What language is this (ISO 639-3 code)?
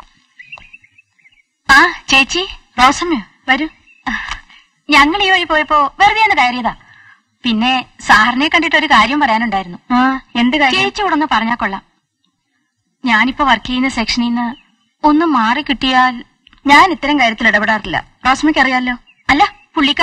mal